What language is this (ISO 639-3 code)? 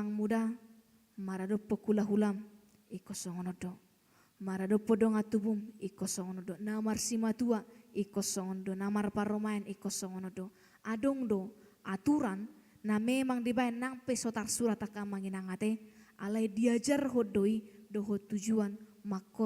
bbc